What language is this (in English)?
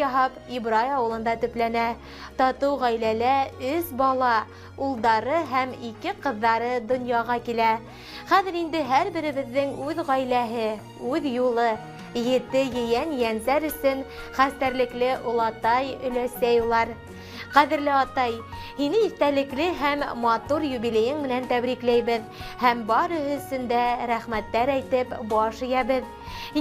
Bashkir